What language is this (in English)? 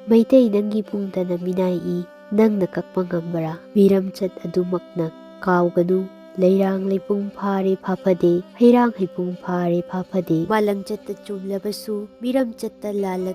Manipuri